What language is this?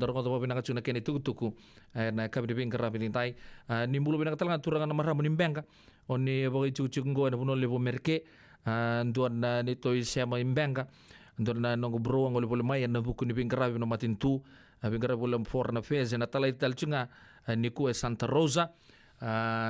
Fijian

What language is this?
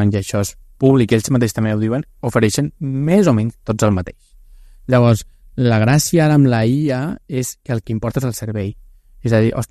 Catalan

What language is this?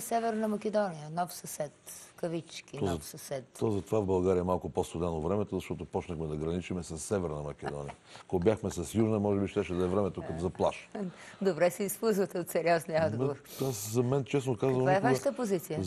Bulgarian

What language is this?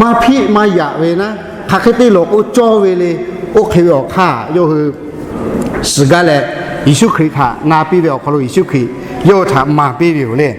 Lahu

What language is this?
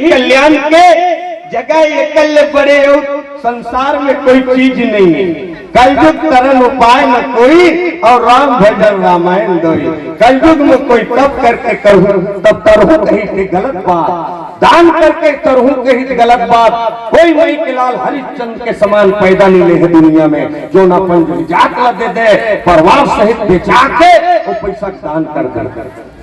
Chhattisgarhi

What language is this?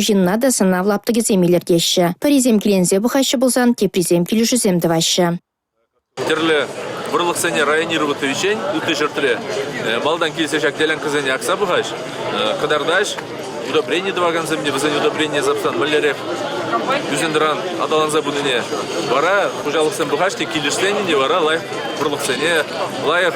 Chuvash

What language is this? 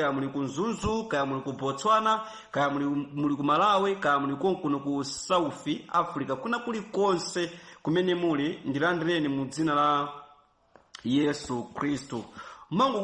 Nyanja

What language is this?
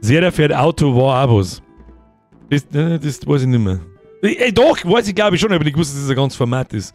Bavarian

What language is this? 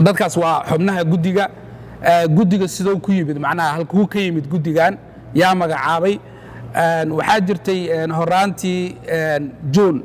Somali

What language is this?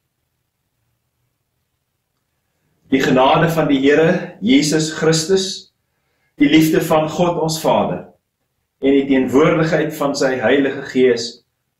Afrikaans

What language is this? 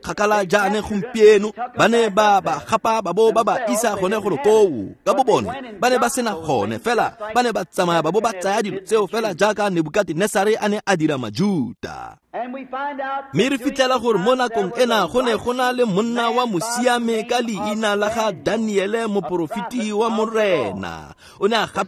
Tswana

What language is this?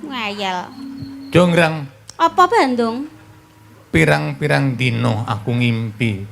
Javanese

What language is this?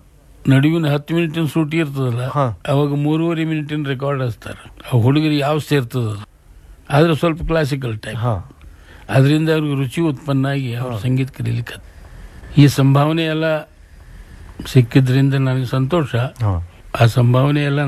Kannada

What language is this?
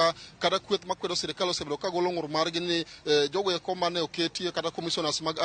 Luo (Kenya and Tanzania)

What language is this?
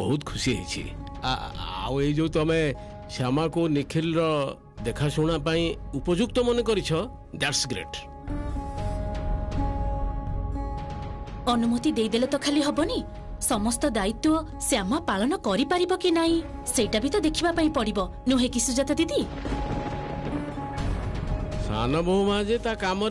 Odia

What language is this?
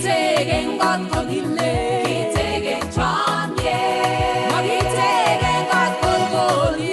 Kalenjin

